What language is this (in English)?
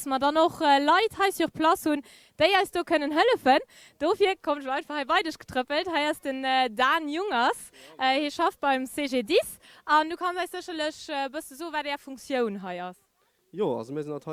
Luxembourgish